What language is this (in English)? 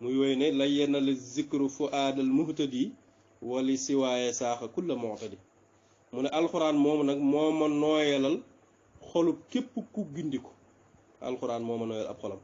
Wolof